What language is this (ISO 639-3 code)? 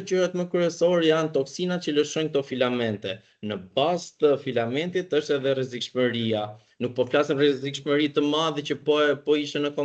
sqi